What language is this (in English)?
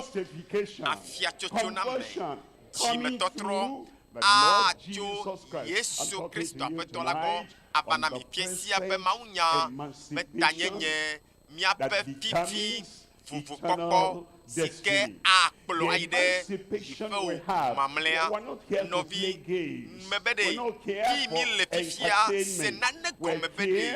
Ewe